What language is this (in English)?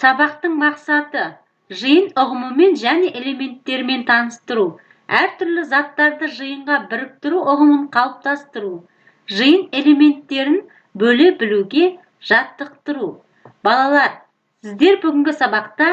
Kazakh